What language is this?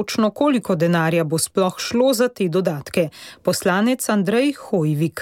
Slovenian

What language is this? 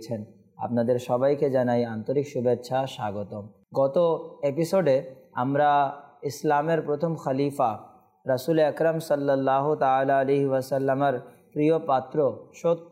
Bangla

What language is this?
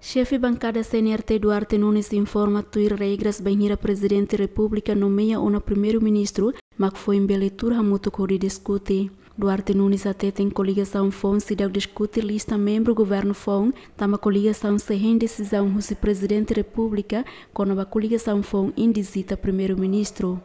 Tetum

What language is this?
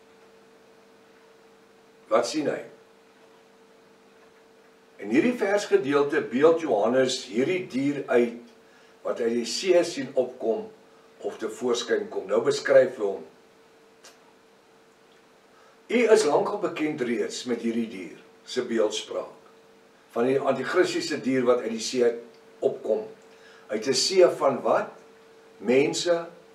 Afrikaans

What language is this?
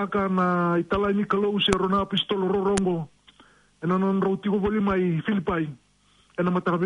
Fijian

